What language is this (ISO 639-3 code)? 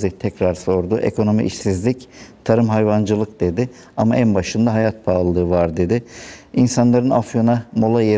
tur